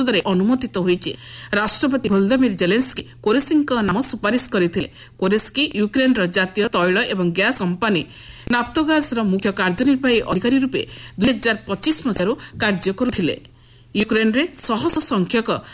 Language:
Odia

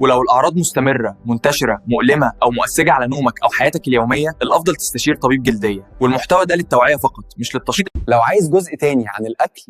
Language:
Egyptian Arabic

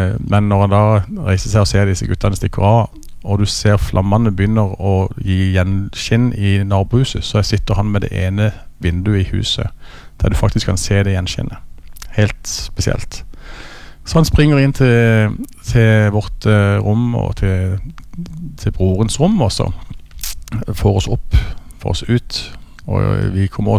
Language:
Norwegian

